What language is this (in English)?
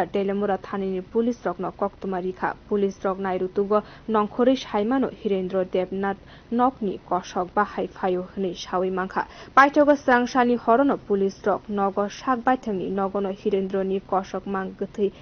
Kok Borok